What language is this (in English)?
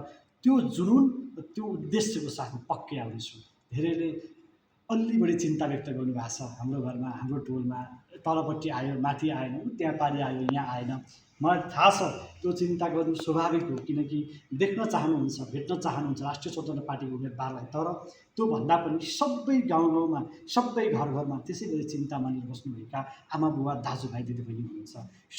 Nepali